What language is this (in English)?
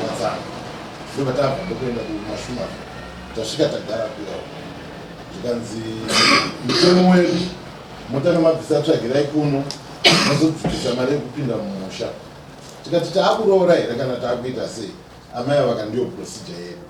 Shona